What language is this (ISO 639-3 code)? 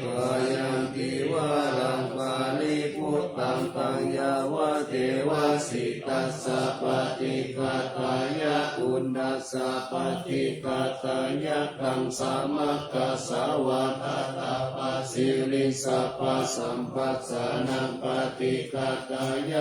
pli